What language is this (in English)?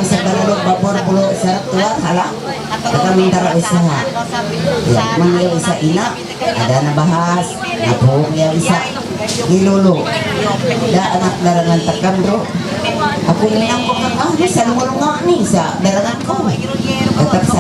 Ma'anyan